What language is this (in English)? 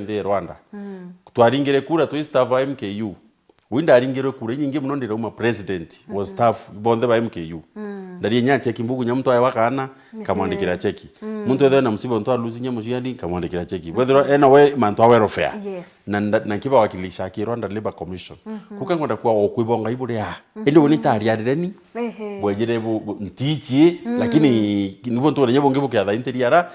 Meru